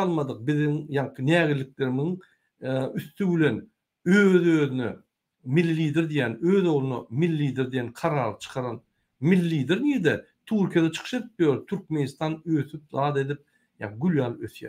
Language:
Turkmen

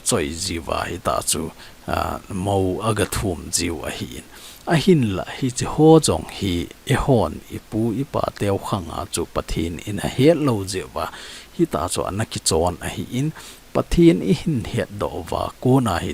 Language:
Thado Chin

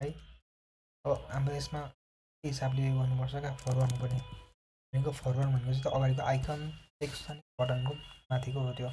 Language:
Nepali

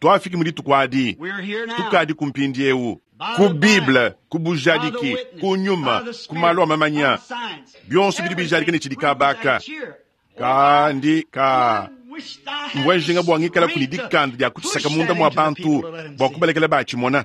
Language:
Luba-Lulua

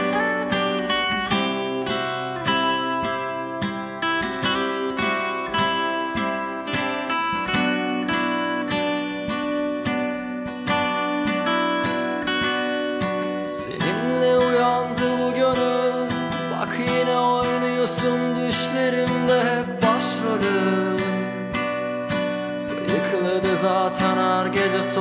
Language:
Turkish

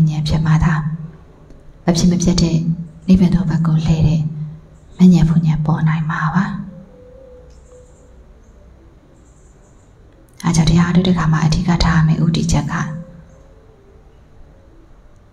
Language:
Burmese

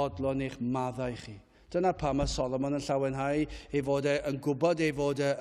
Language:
Welsh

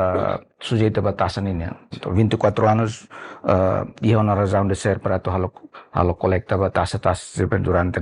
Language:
Tetum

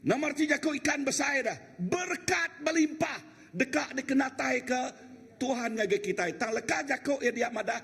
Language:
Iban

